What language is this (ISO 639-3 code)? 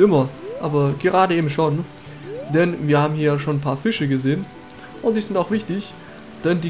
deu